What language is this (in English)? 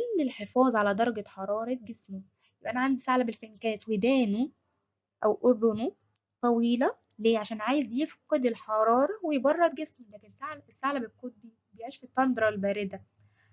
Egyptian Arabic